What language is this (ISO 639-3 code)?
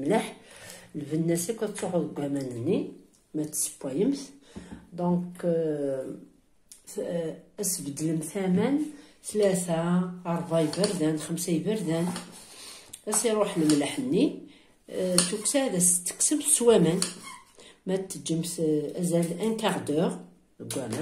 kab